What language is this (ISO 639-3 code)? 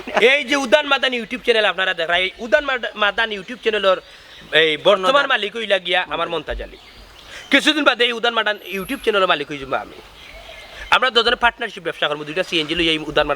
syl